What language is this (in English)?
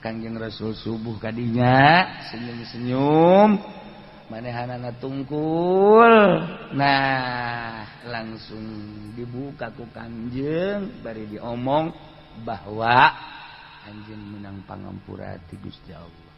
Sundanese